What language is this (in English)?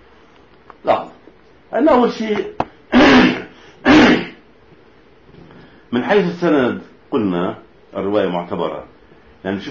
Arabic